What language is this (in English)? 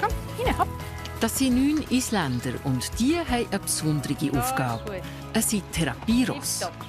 Swiss German